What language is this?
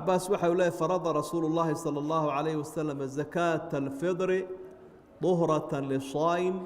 Somali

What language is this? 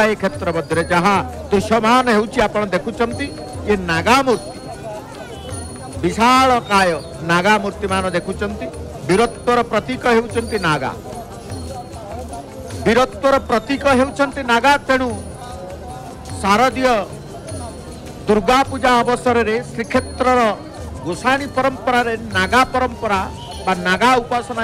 Odia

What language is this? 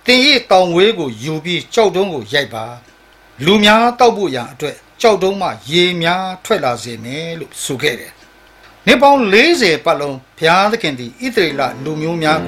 Burmese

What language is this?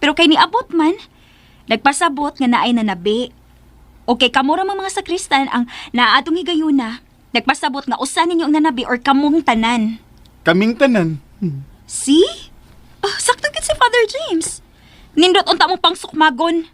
Cebuano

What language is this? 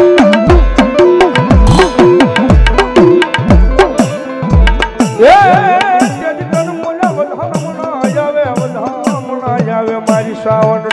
Gujarati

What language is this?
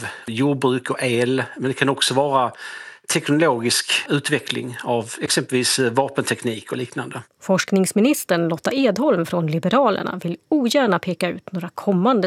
Swedish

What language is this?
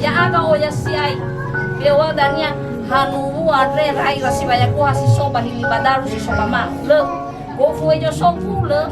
Nias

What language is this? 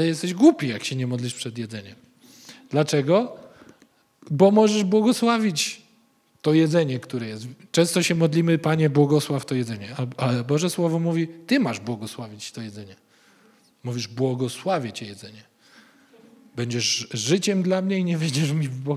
Polish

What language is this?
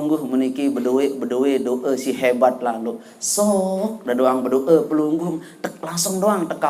Sasak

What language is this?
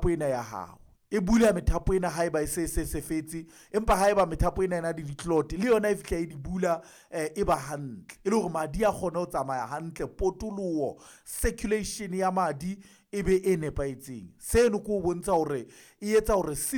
Southern Sotho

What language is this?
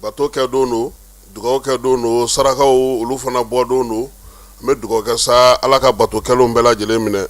Bambara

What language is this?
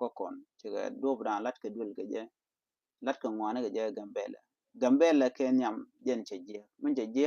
Nuer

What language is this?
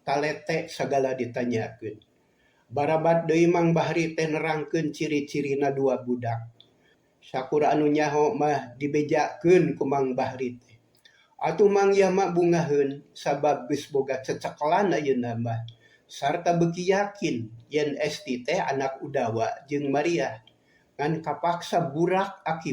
Sundanese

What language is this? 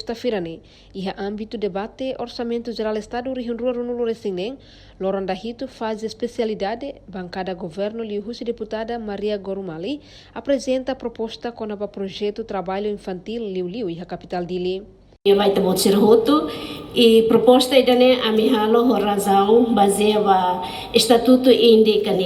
Tetum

